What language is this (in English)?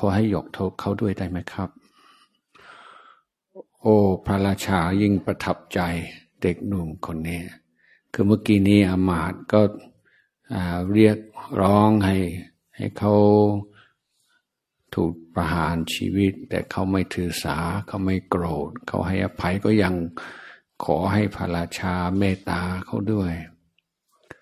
Thai